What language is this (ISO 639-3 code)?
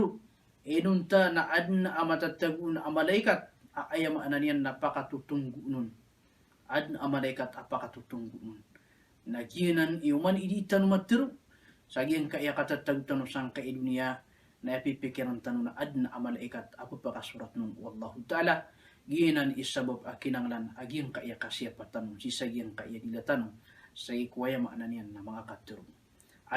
mrw